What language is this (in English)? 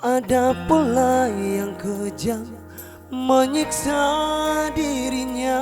Ambonese Malay